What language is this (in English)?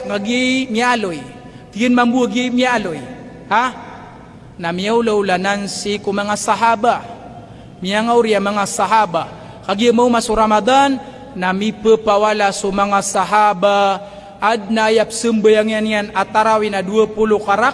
Maranao